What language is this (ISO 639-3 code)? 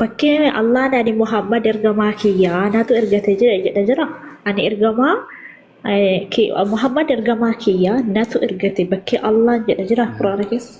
orm